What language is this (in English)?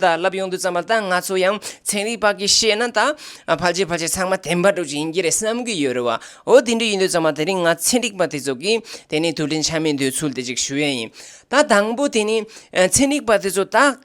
Tibetan